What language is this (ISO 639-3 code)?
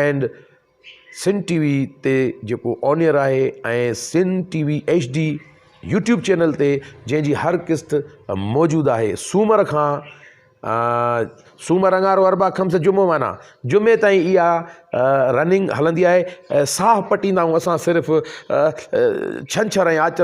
snd